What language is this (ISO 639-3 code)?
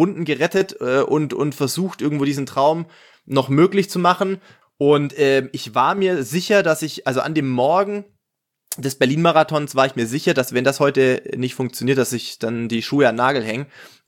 deu